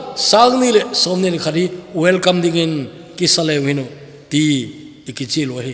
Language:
Thado Chin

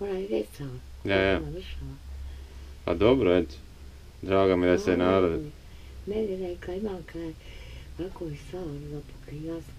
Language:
Bosnian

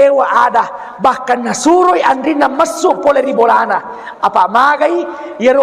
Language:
Buginese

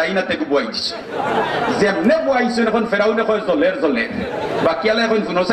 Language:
Sylheti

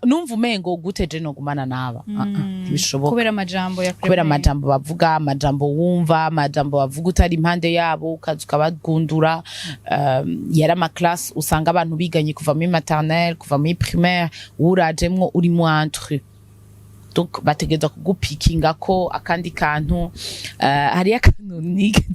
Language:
Rundi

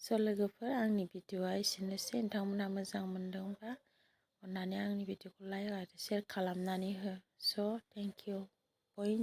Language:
Bodo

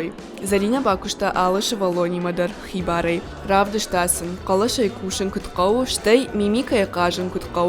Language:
Ossetic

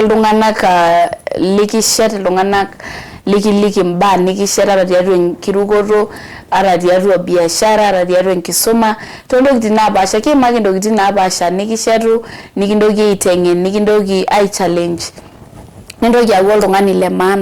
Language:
Masai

